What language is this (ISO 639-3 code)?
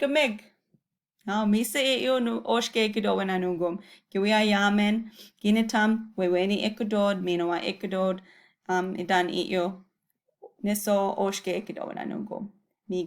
ciw